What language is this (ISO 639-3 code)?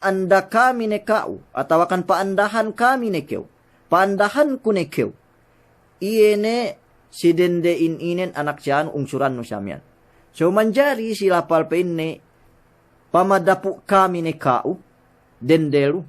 yka